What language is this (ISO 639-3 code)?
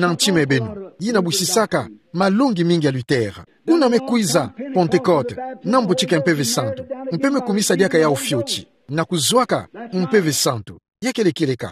ktu